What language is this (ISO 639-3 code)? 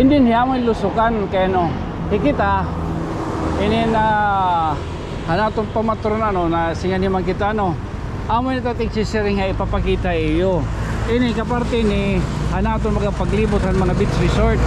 war